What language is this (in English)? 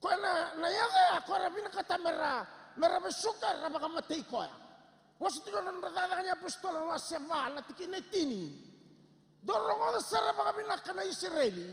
Fijian